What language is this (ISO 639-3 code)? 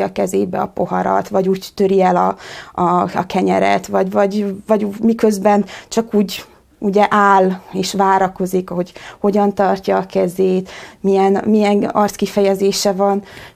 hun